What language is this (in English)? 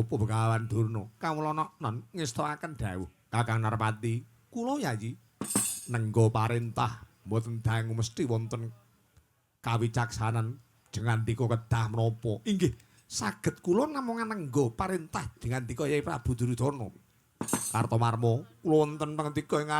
Javanese